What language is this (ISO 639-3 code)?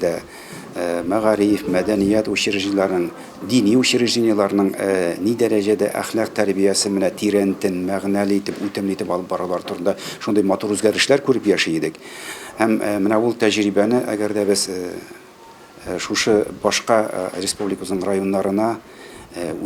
tat